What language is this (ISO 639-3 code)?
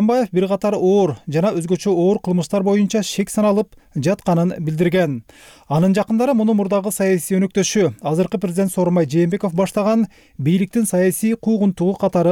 kir